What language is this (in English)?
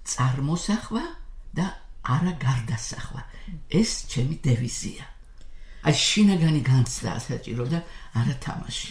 Georgian